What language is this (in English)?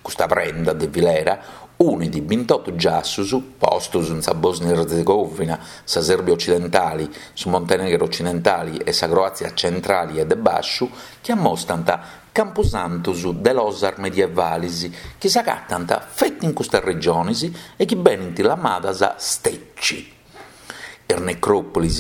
Sardinian